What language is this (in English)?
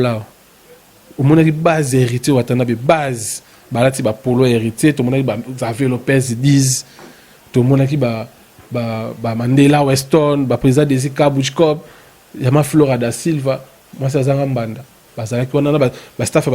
Lingala